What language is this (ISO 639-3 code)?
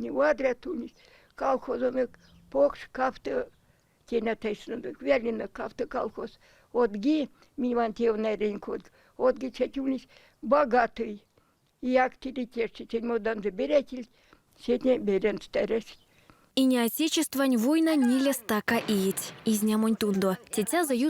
myv